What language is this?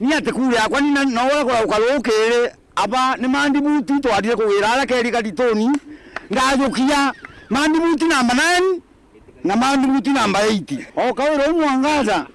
Meru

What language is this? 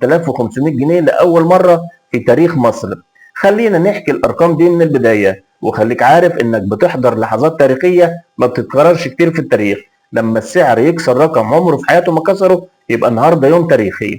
Egyptian Arabic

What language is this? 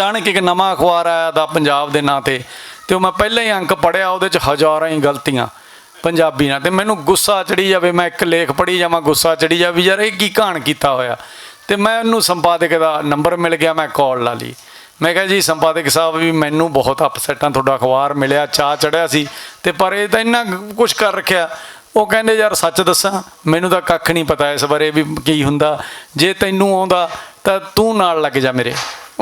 Western Panjabi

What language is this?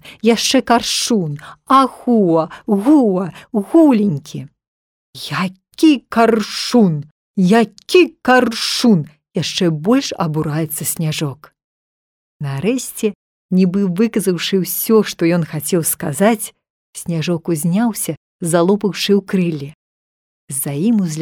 Belarusian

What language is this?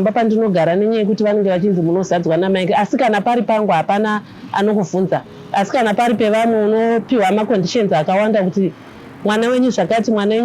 Shona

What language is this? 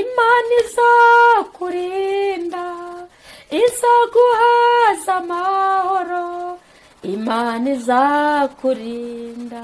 Kinyarwanda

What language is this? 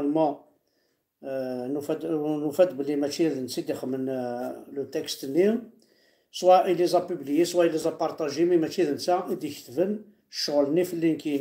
Kabyle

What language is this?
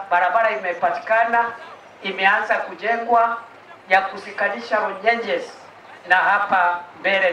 Meru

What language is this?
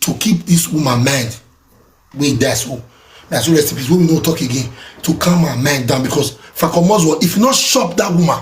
Nigerian Pidgin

